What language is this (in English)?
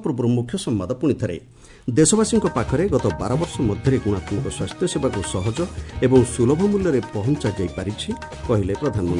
Odia